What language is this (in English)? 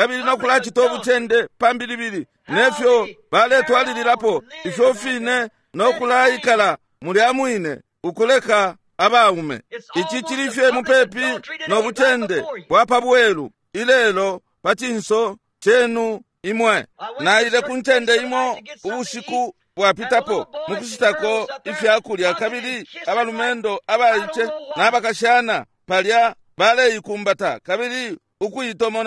Bemba